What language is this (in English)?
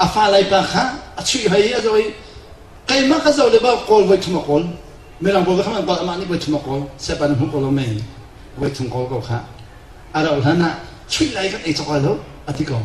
Hakha Chin